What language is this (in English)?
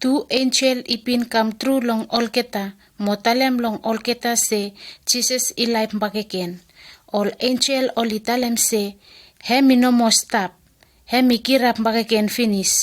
Bislama